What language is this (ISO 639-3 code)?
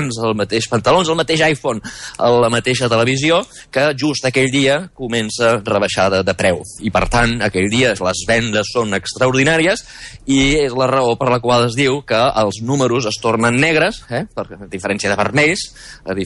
cat